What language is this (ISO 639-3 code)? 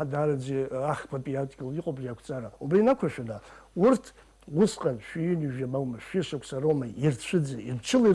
abk